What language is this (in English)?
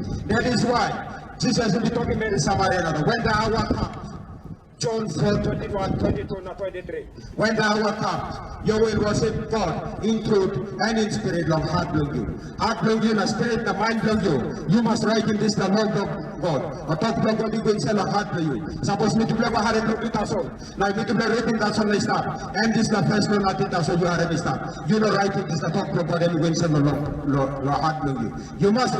Tok Pisin